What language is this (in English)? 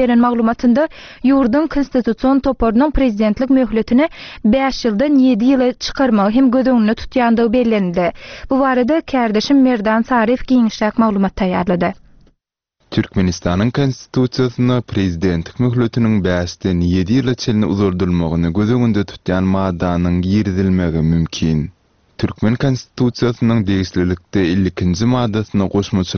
Turkmen